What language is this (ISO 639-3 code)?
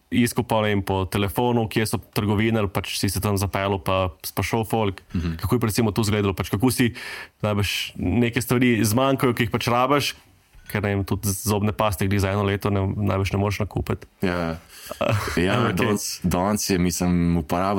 slv